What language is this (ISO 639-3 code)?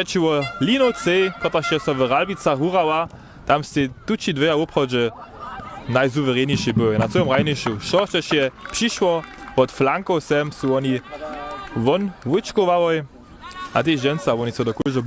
hsb